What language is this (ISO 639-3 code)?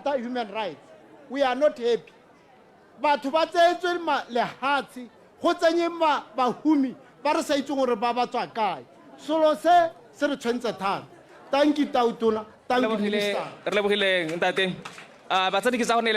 tsn